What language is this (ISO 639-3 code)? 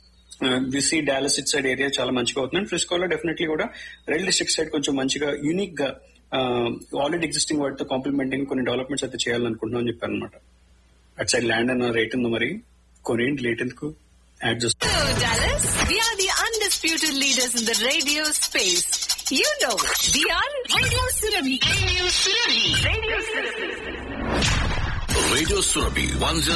tel